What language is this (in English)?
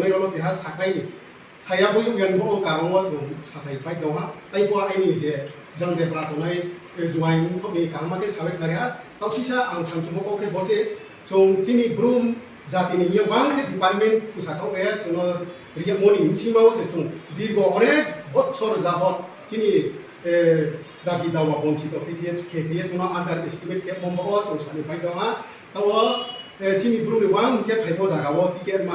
Riang (India)